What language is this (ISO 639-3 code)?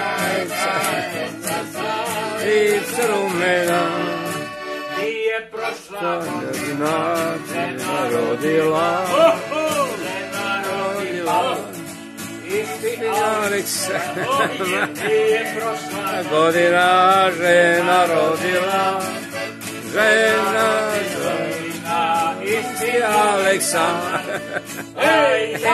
srp